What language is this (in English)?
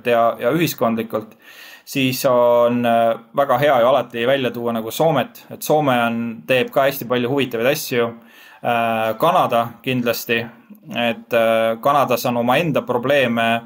Estonian